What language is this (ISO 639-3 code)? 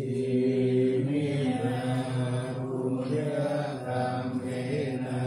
pli